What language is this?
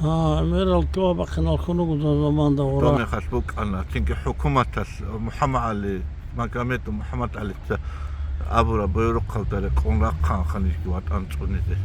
Avaric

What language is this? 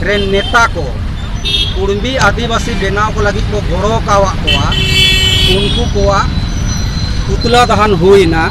Santali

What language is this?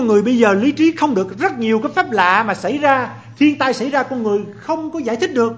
Vietnamese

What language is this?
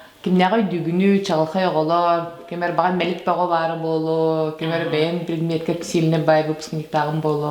Yakut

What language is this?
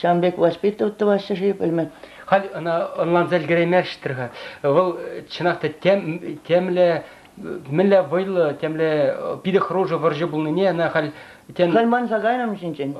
Chuvash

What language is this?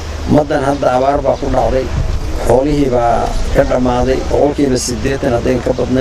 Somali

